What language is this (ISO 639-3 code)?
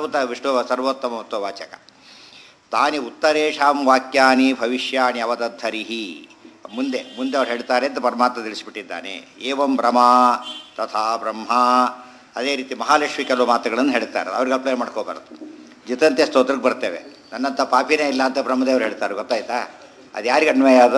kan